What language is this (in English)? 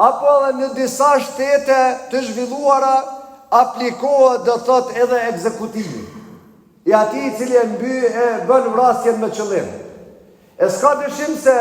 Albanian